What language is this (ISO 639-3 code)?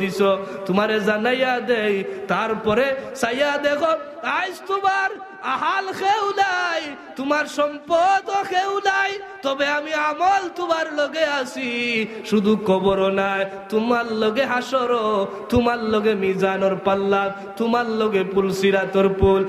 syl